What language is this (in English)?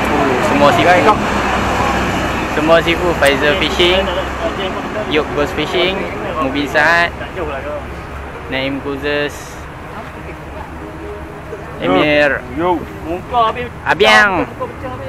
Malay